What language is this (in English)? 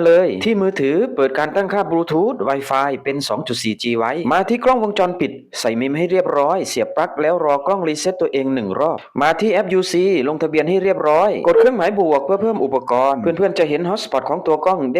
Lao